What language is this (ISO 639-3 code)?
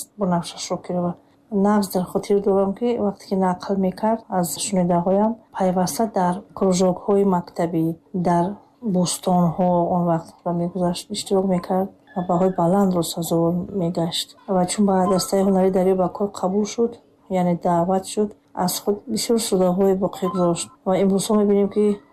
tgk